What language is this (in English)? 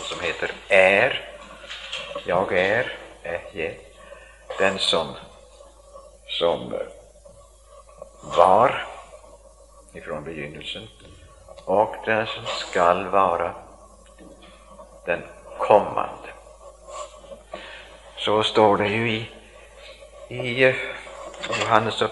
Swedish